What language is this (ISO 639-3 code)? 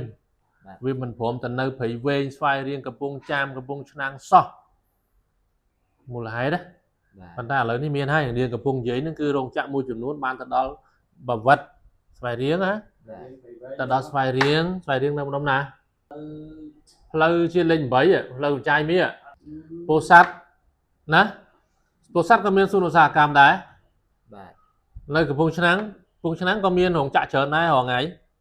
khm